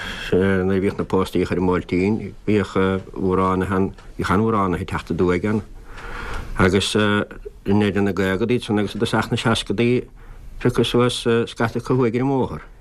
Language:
Irish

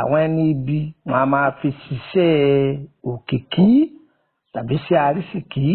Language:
Yoruba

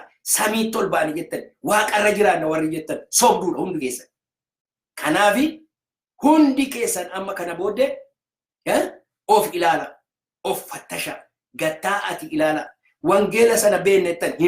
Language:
Oromo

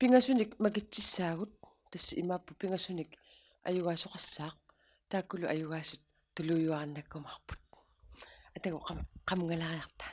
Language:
Kalaallisut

